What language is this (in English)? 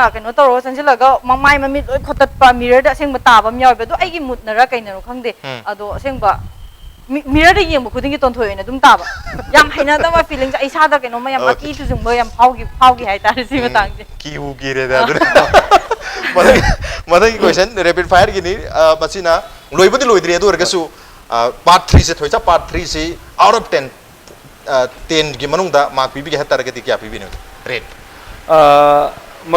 Manipuri